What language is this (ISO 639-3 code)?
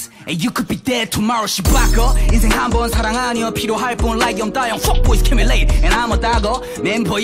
kor